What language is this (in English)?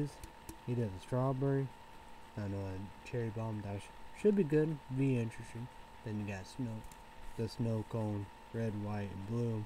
English